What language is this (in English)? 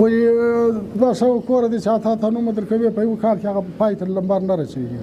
Pashto